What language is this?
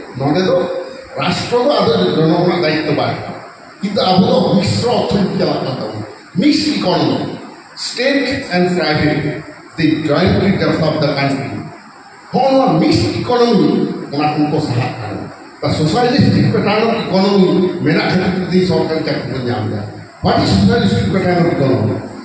Santali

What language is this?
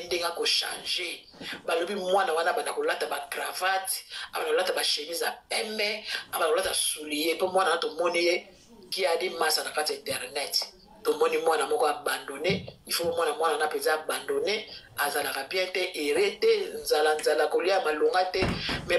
Lingala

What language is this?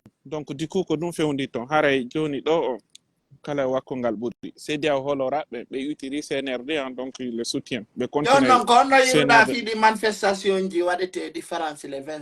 Pular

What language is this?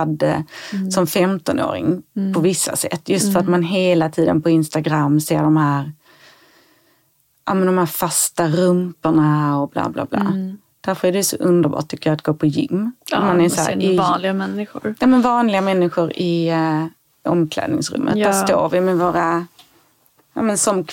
Swedish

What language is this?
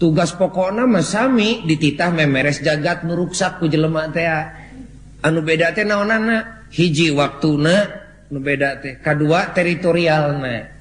Sundanese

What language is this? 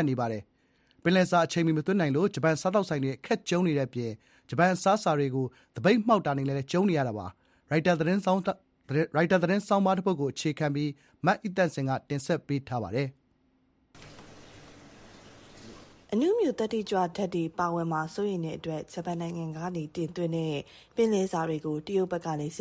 Burmese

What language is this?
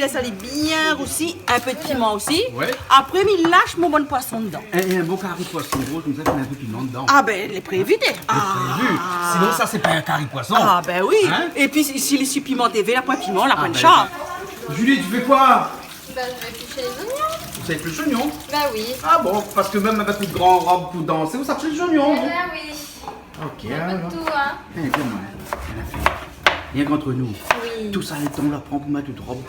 Réunion Creole French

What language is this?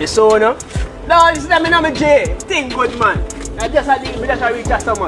Jamaican Creole English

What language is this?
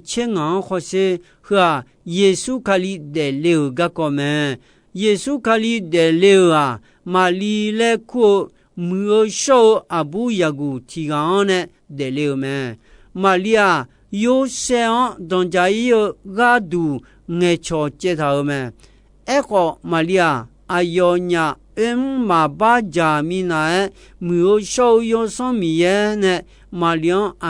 Akha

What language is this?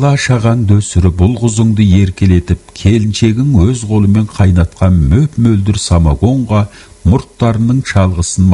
Kazakh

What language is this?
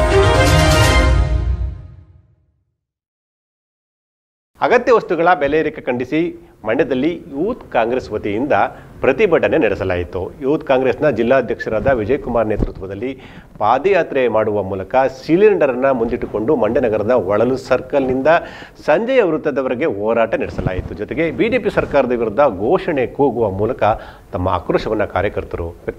Kannada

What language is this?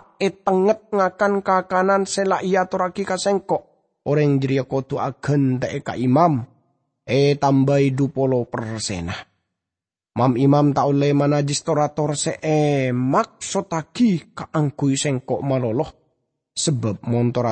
Madurese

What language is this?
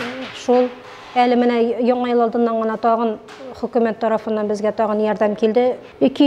Tatar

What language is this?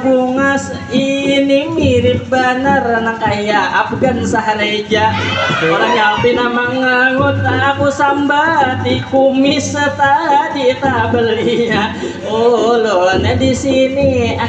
Banjar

